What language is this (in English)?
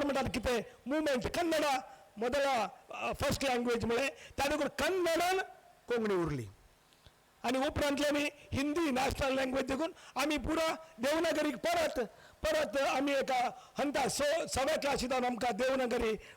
Konkani